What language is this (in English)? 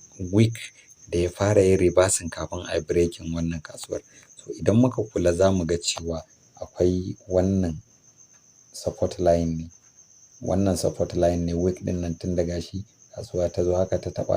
Hausa